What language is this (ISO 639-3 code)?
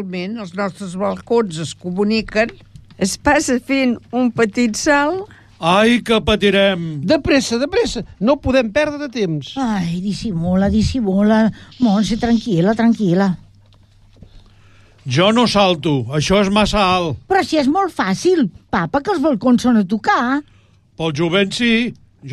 cat